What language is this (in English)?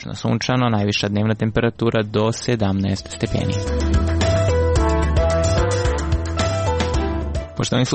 Serbian